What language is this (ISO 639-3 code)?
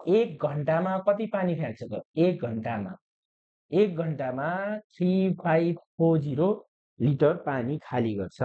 nep